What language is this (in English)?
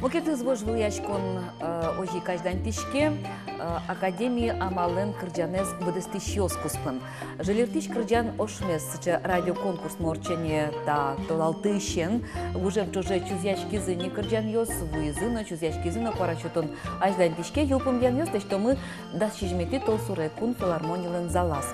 Udmurt